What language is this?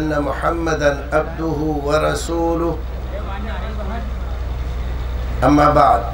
Urdu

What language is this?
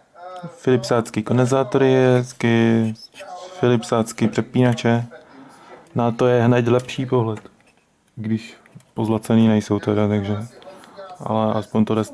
Czech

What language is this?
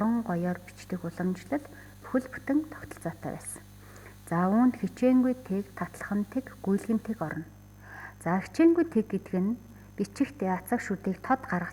Mongolian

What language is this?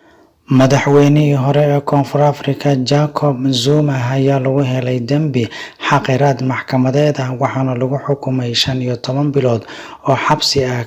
Somali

